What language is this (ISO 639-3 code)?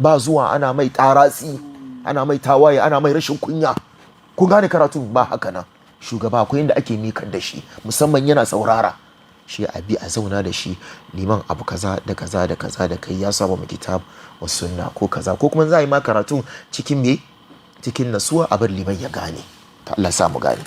hau